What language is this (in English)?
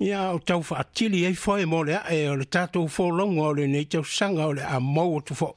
Samoan